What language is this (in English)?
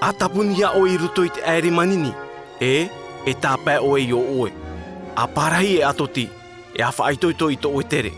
Tahitian